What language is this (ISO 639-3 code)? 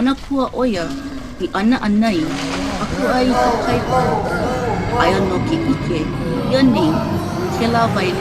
haw